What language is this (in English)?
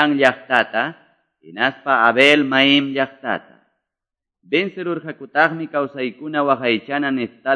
Quechua